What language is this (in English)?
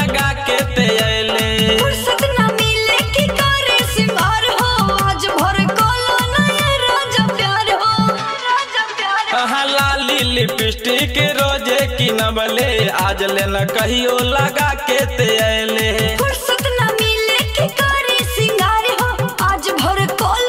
Bhojpuri